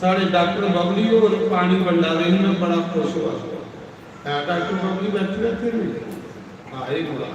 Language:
Dogri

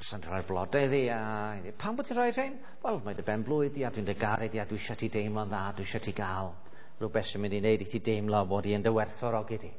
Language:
Welsh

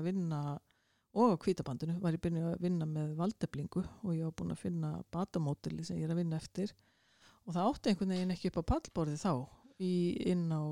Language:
Icelandic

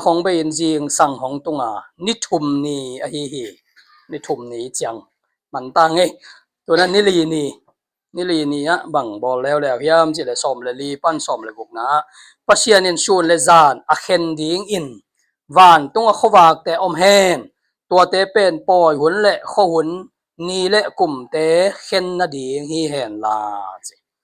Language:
Tedim Chin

